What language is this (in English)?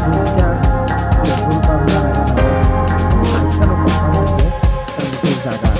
Kok Borok